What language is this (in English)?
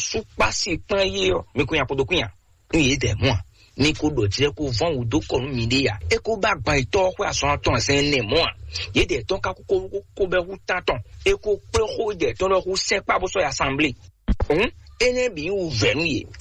Fon